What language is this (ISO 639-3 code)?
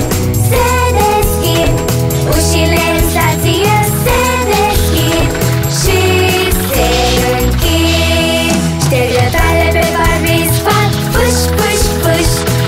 ron